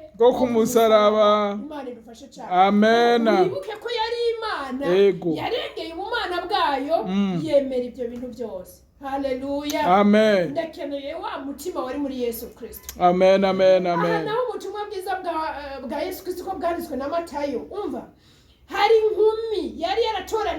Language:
Rundi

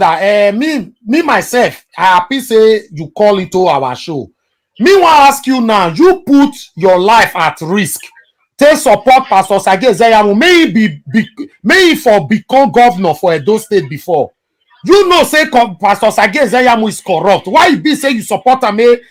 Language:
Nigerian Pidgin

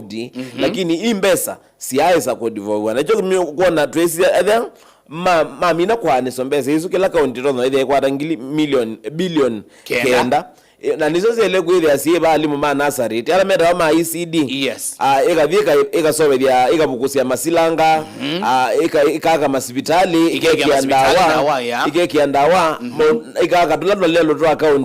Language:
Kamba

